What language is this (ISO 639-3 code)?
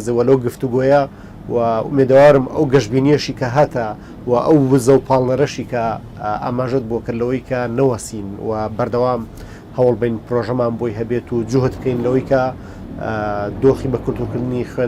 ckb